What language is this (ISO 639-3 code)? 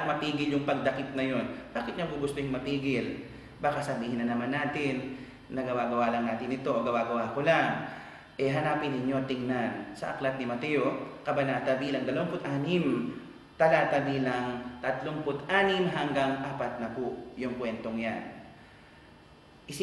fil